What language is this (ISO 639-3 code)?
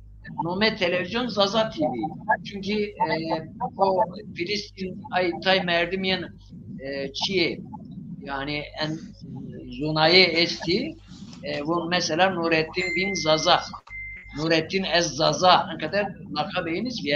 zza